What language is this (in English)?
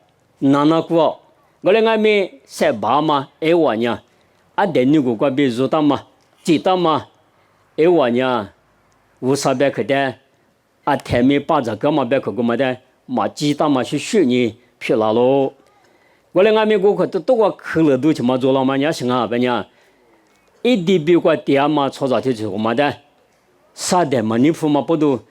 Lisu